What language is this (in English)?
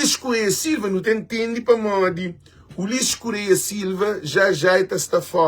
Kabuverdianu